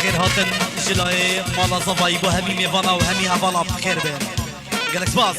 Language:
Kurdish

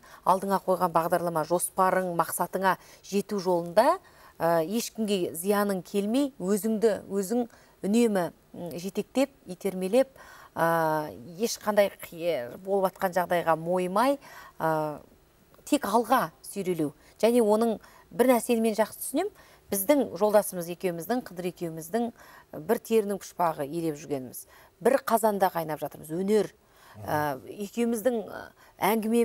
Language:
Kazakh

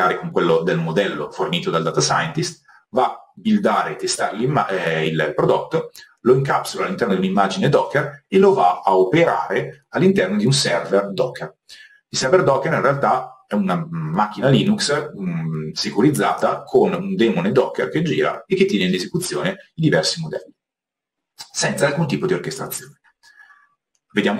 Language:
Italian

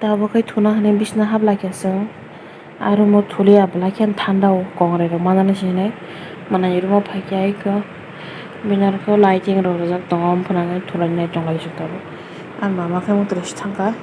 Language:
Kok Borok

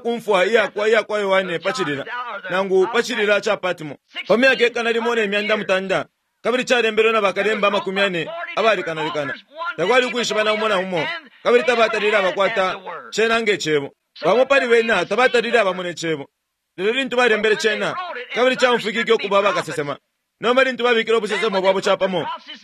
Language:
Bemba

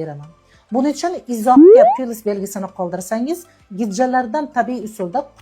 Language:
Uzbek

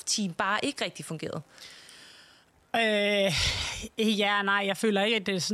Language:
Danish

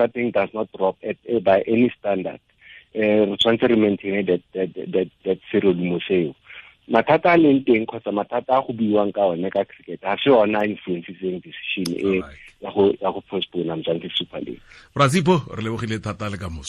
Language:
Tswana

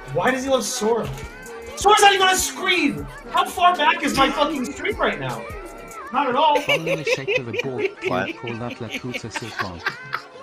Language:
English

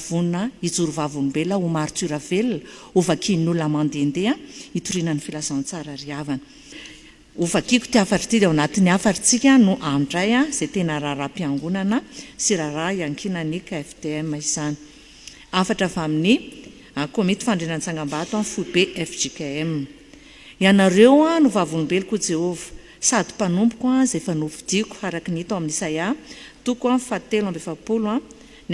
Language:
Malagasy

